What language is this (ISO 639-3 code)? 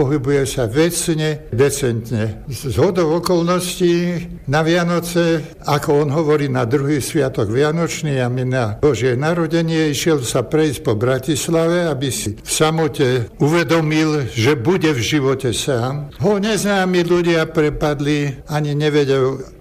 slk